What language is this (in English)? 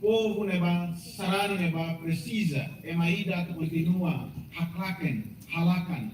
Tetum